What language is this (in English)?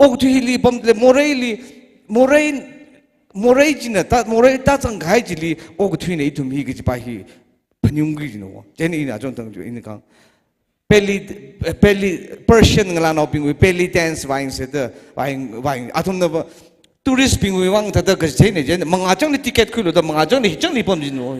Tangkhul Naga (India)